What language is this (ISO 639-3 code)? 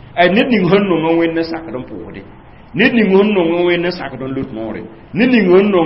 mos